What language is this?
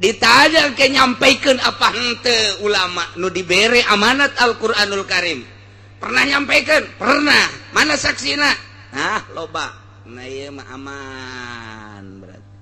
Sundanese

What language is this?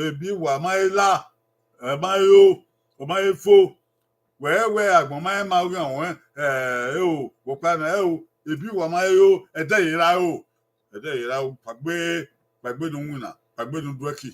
Bini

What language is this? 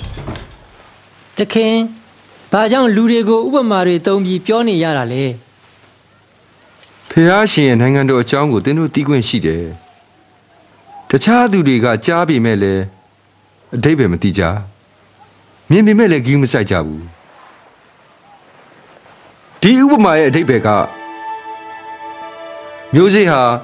Burmese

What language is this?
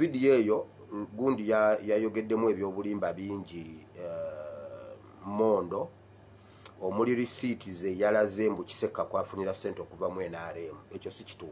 Ganda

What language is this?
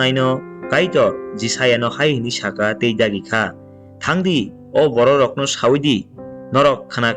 Kok Borok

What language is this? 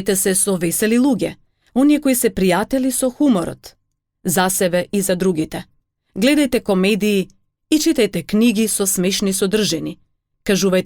Macedonian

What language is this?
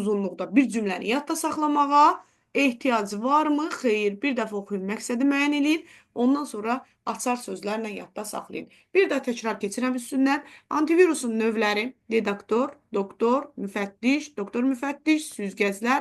Azerbaijani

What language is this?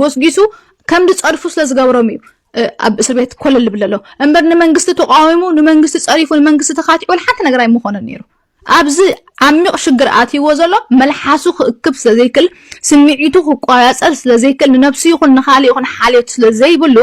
Tigrinya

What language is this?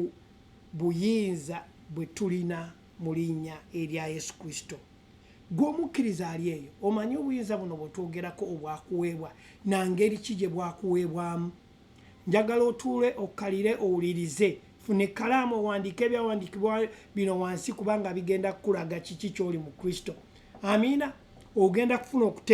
Ganda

